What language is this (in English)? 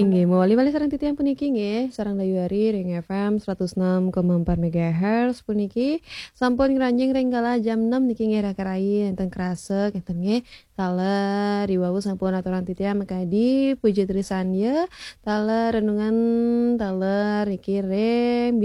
Balinese